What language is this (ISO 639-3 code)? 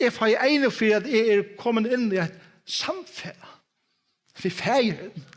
fao